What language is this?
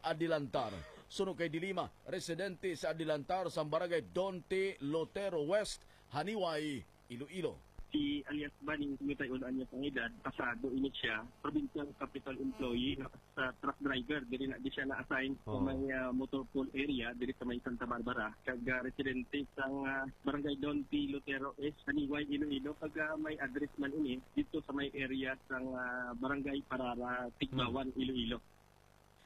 Hiligaynon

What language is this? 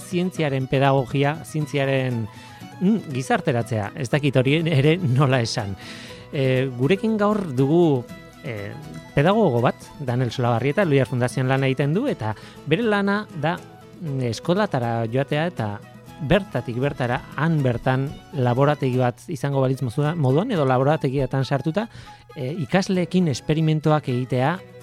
Basque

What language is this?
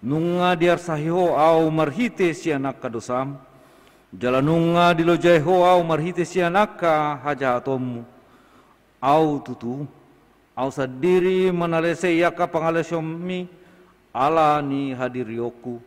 Batak Toba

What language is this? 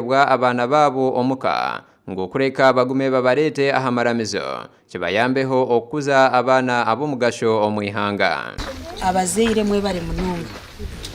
Nyankole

